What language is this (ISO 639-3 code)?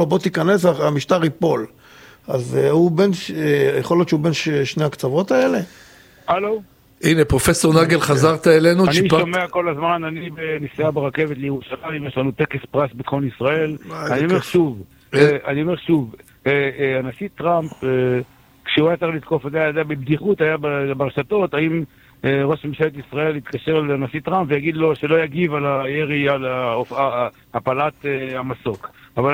heb